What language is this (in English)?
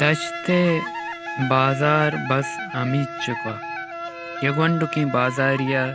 Baluchi